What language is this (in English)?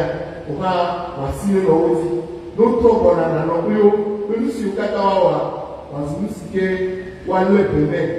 Ewe